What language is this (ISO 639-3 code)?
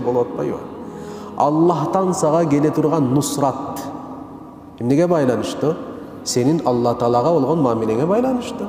kir